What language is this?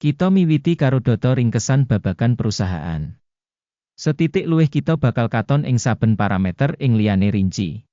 Javanese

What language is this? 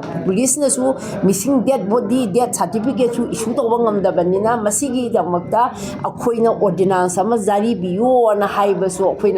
Manipuri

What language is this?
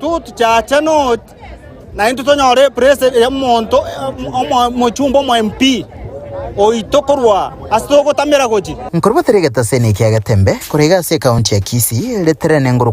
Gusii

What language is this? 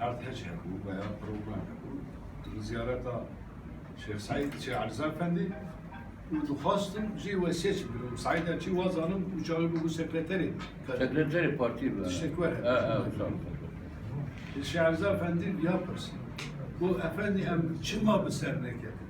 Kurdish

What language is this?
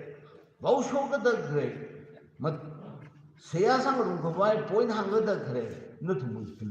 Tangkhul Naga (India)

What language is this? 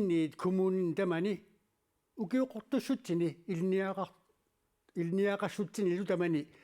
Kalaallisut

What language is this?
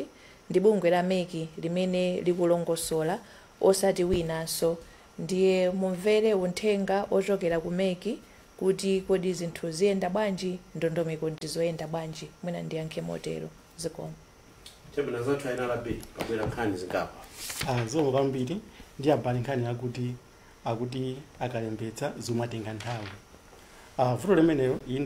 Nyanja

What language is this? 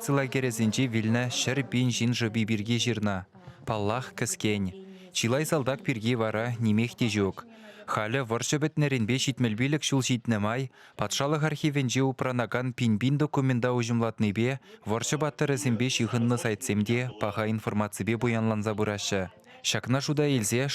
Chuvash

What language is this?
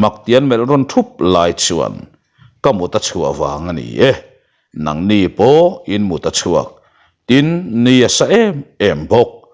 Mizo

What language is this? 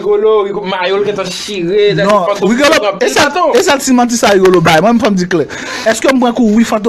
Haitian Creole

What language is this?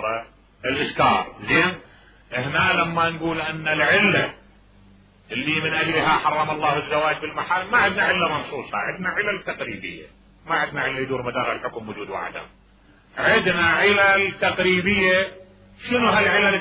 Mesopotamian Arabic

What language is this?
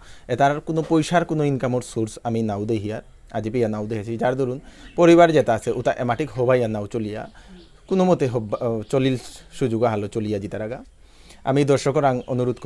Bishnupriya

